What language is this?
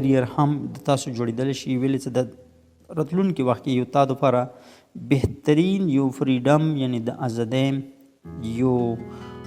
Pashto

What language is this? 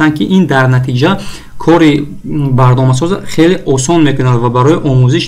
Tajik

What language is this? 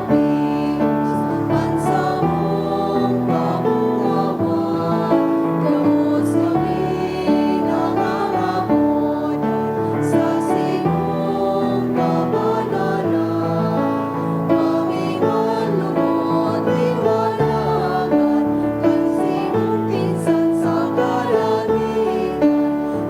Bikol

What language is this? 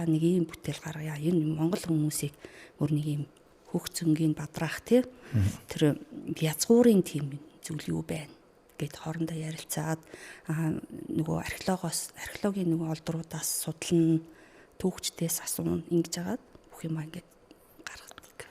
Mongolian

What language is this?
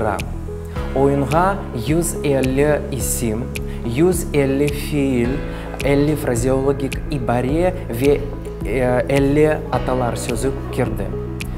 Crimean Tatar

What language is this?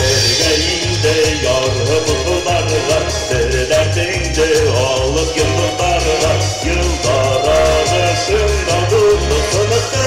Bashkir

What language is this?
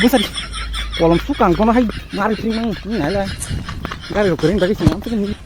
Kok Borok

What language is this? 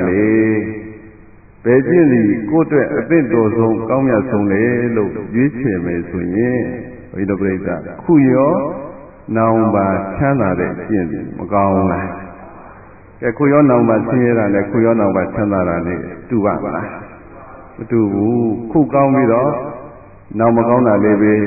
Burmese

